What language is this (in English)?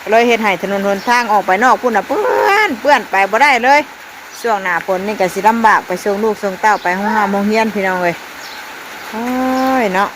Northeastern Thai